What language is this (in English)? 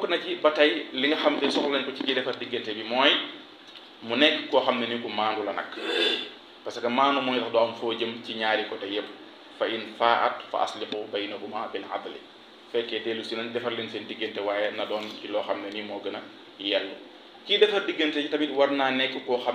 Wolof